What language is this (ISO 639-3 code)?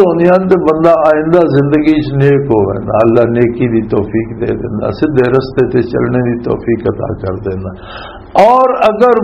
lah